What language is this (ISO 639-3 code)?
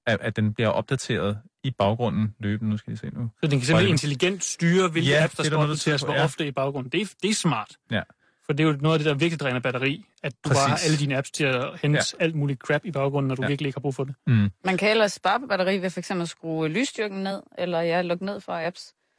dan